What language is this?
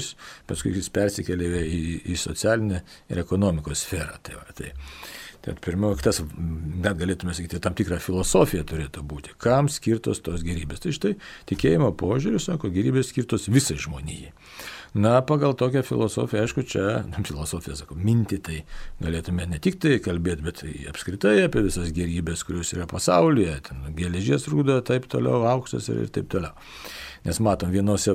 Lithuanian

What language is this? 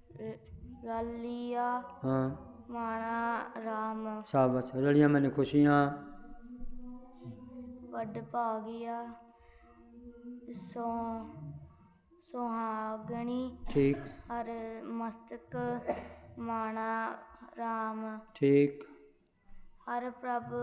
Punjabi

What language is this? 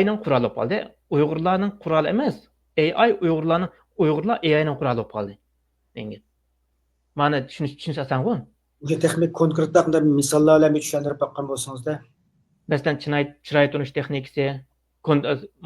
Uyghur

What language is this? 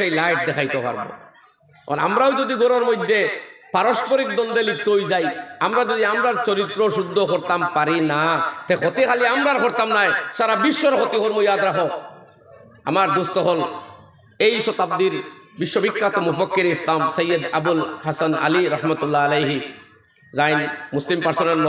Sylheti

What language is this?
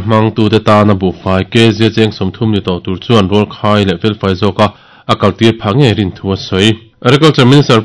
Mizo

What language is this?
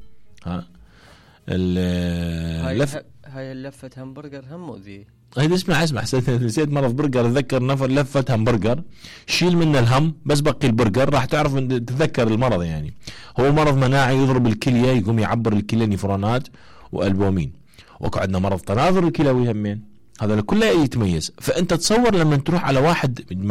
Mesopotamian Arabic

